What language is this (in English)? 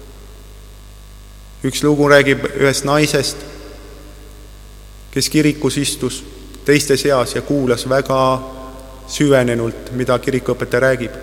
Estonian